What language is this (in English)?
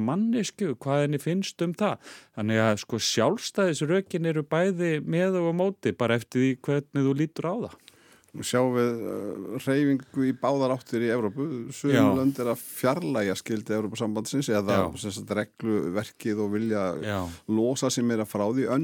Icelandic